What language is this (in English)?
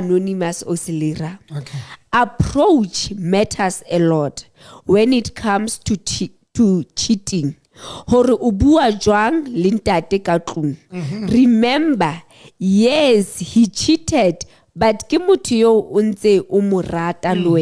Southern Sotho